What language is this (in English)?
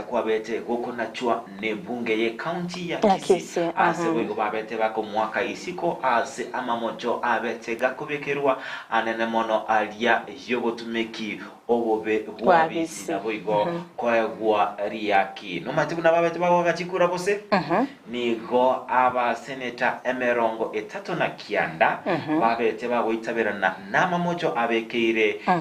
Gusii